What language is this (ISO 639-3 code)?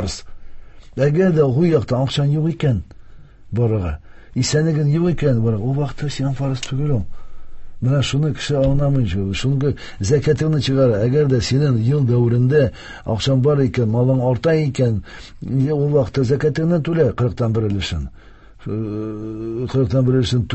tat